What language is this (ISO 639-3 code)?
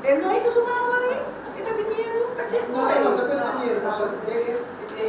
pap